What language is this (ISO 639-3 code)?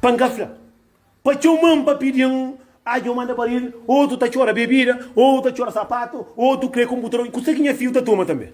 kea